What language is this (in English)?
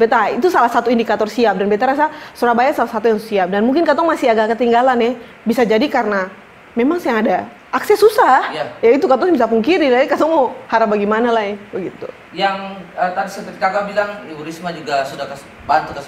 Ambonese Malay